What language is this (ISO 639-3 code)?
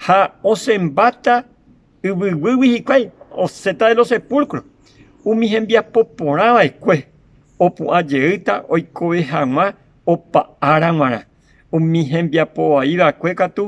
grn